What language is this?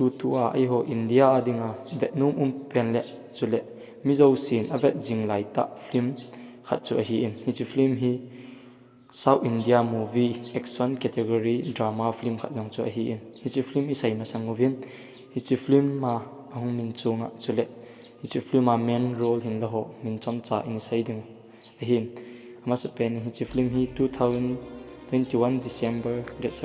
Thado Chin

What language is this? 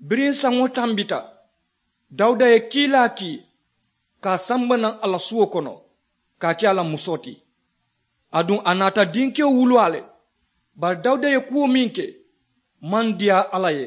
Mandingo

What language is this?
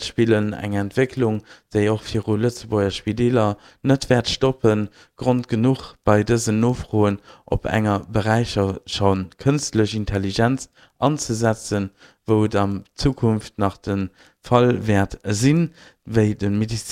Luxembourgish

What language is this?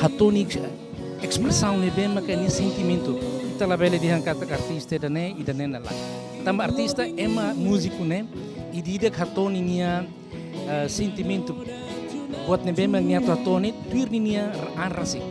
Tetum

